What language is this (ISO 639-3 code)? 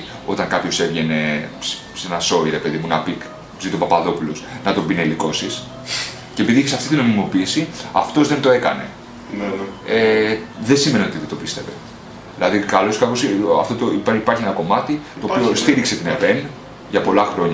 ell